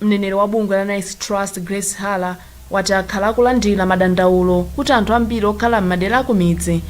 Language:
Nyanja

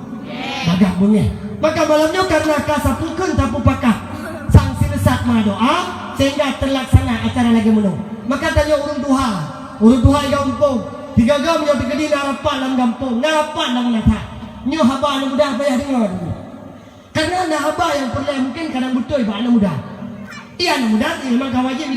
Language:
Achinese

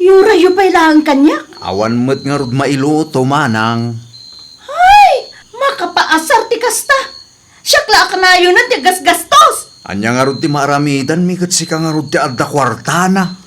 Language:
Iloko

